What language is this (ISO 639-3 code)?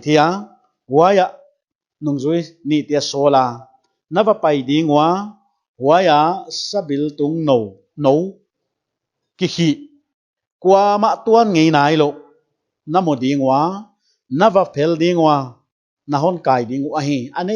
pck